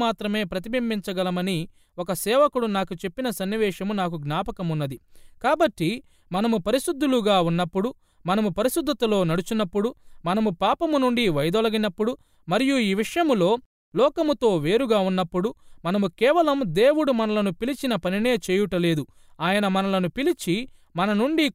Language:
Telugu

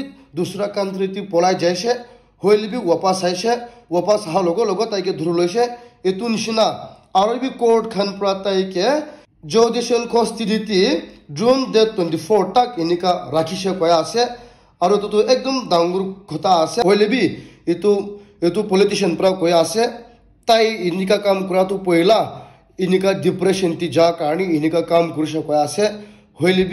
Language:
Naga Pidgin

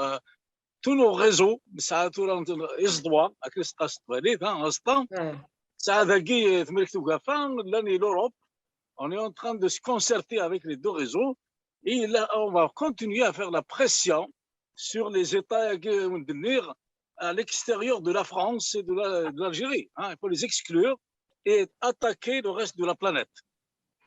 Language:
Kabyle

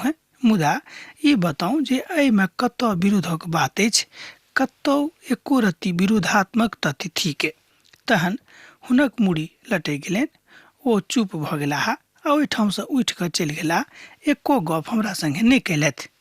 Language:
Maithili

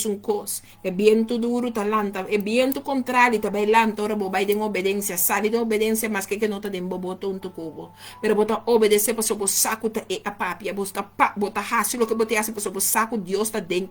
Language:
Papiamento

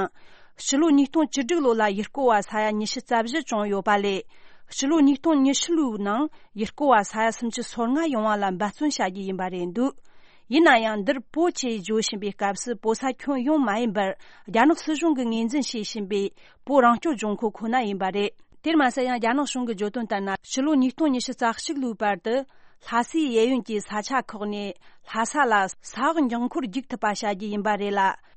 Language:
Tibetan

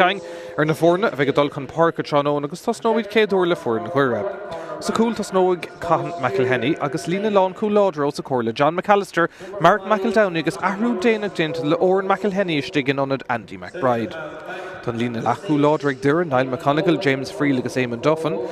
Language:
Irish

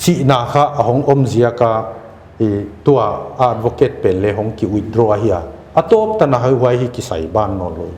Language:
Paite Chin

